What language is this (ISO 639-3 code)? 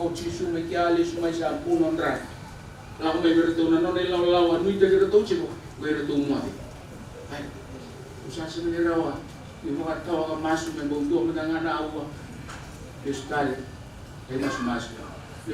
fij